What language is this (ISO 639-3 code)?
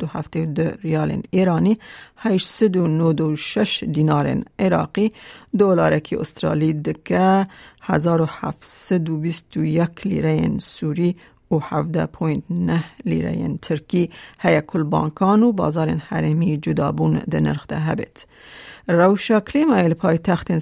kur